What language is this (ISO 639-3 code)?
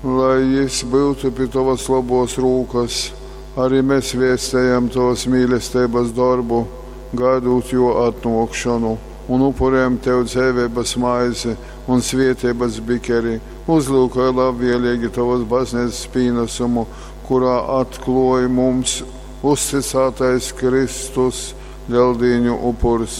ltg